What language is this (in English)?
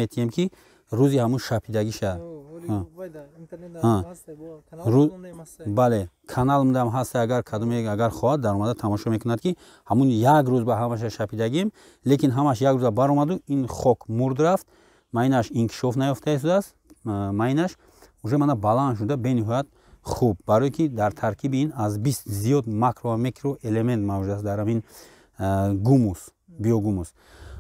Tajik